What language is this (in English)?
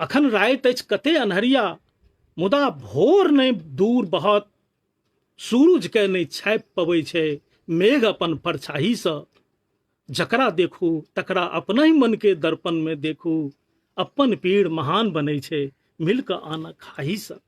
Maithili